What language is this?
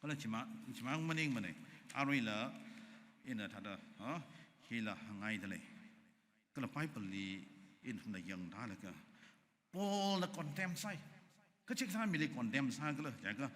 Tangkhul Naga (India)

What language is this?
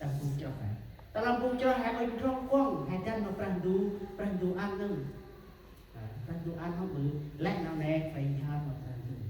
Central Mnong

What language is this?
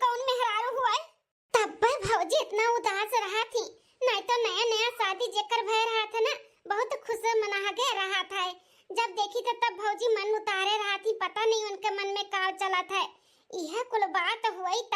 Awadhi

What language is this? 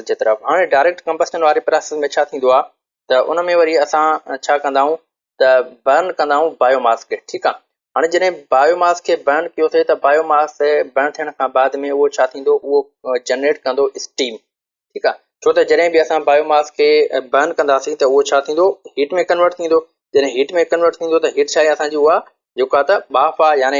Sindhi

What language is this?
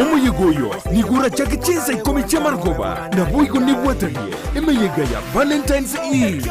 Gusii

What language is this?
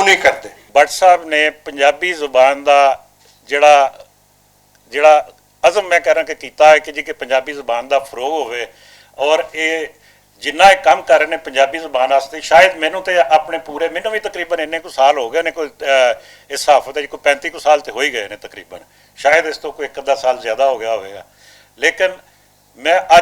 Western Panjabi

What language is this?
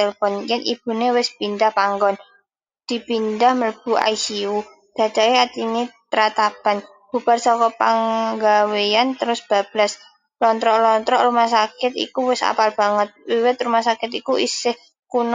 Javanese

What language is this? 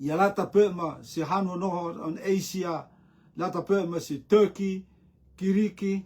Rotuman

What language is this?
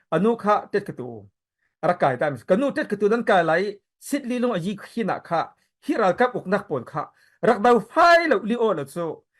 Falam Chin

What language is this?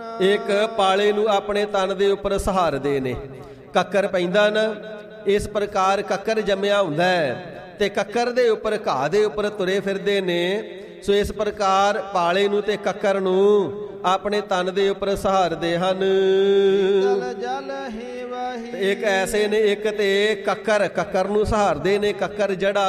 Punjabi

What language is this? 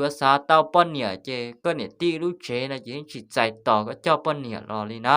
Hmong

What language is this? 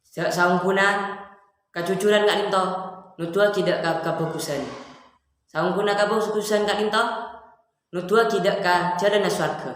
Madurese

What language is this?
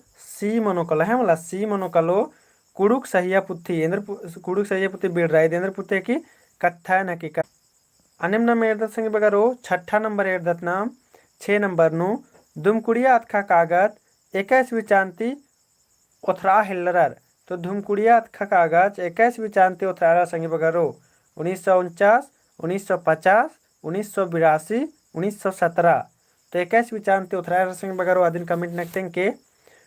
Kurukh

